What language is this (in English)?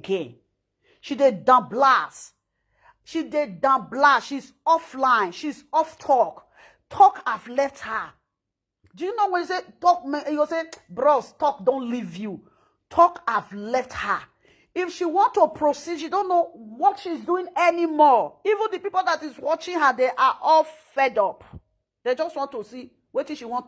Nigerian Pidgin